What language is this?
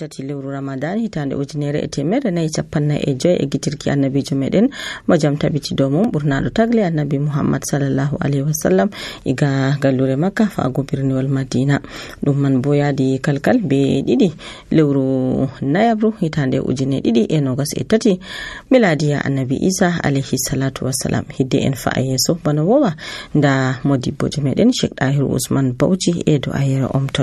Nigerian Fulfulde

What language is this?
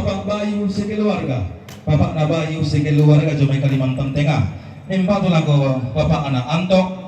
Toraja-Sa'dan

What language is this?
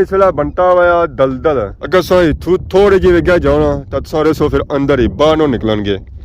Pahari-Potwari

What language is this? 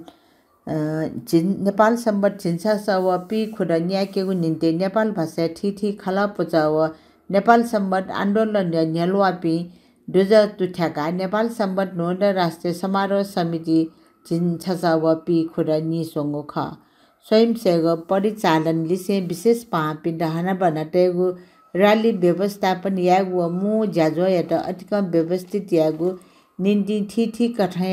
Newari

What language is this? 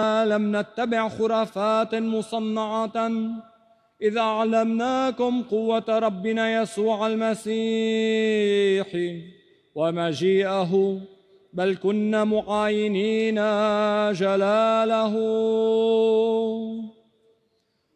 Arabic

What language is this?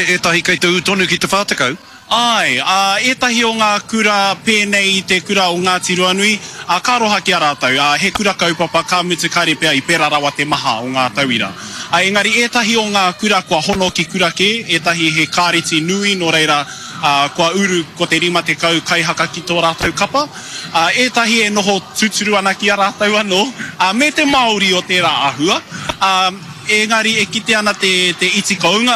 Māori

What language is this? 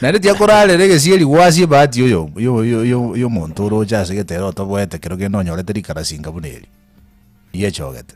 Gusii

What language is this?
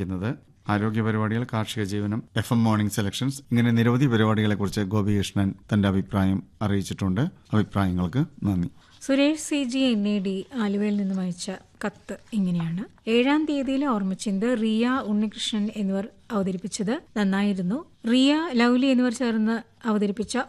Malayalam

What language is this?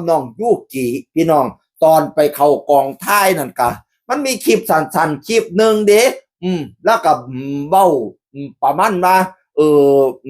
Northeastern Thai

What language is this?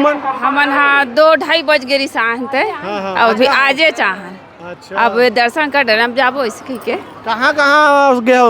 Chhattisgarhi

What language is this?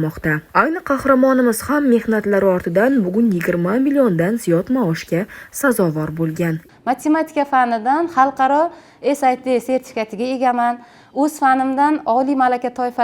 Uzbek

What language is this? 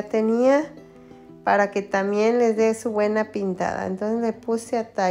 Spanish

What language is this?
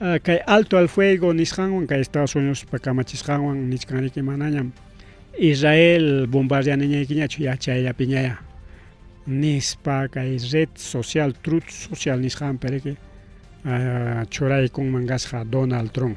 Ayacucho Quechua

